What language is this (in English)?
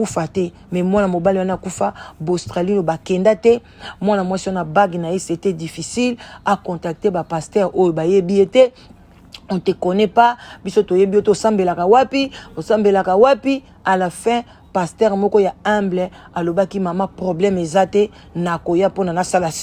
Lingala